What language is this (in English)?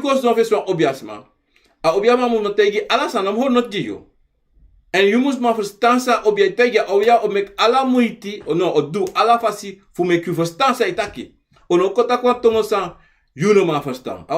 Sranan Tongo